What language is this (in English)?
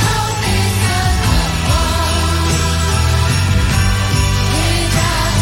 Portuguese